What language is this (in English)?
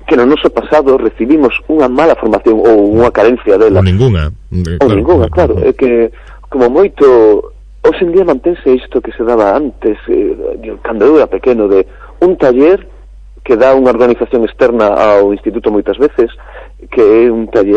Galician